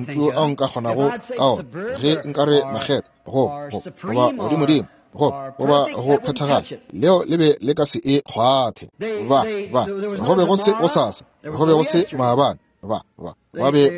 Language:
Northern Sotho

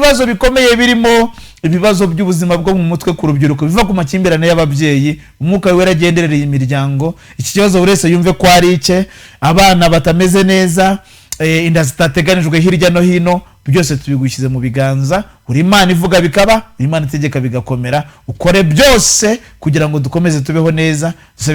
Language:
Kinyarwanda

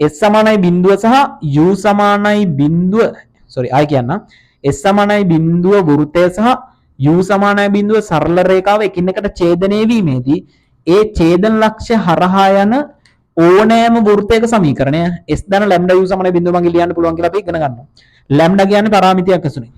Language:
Sinhala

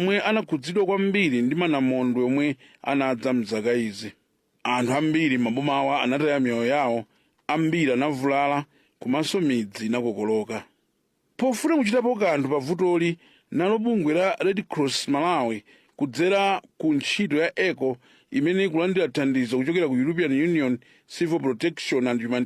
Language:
Nyanja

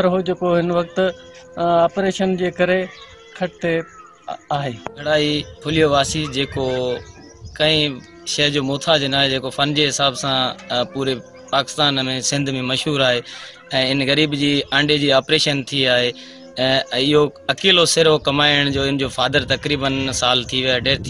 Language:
Sindhi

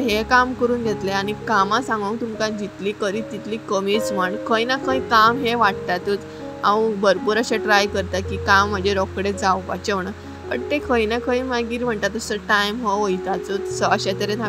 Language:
Konkani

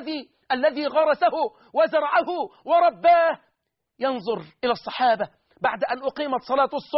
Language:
Arabic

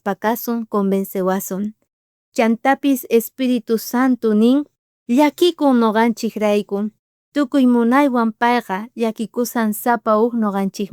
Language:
South Bolivian Quechua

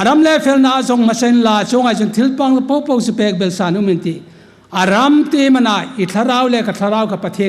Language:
Hmar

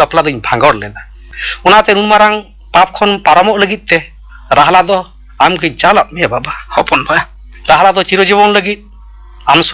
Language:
Santali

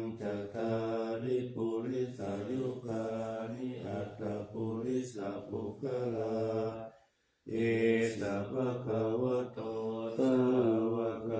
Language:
Pali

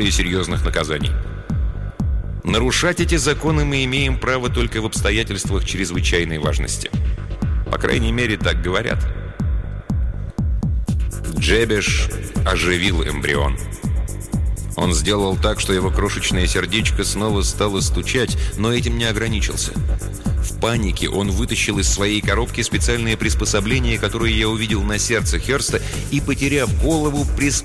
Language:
Russian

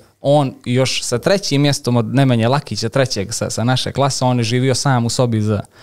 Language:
Serbian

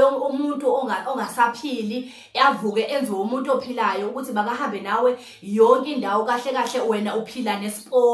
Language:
Zulu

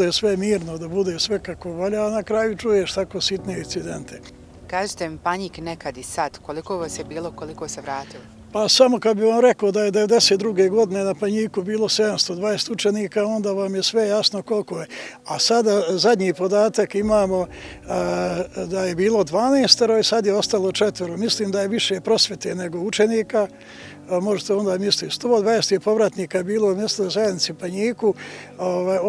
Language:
Bosnian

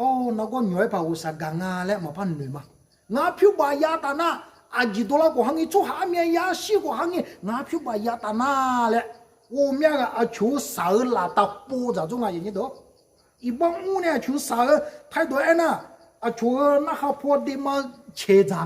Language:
Akha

